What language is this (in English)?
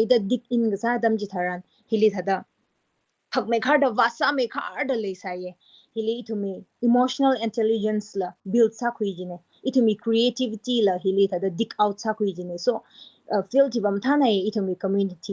Tangkhul Naga (India)